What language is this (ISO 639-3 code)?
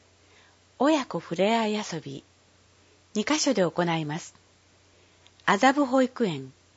jpn